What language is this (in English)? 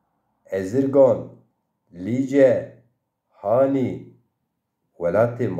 Zaza